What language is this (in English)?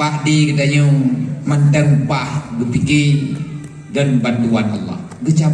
Achinese